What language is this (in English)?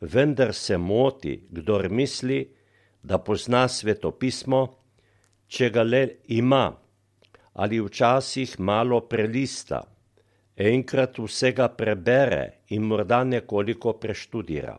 Slovenian